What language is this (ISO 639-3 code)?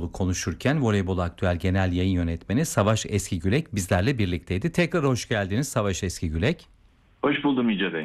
tur